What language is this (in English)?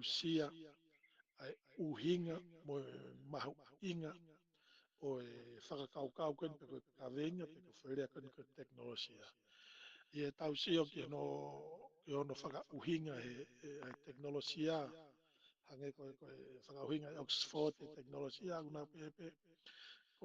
Tongan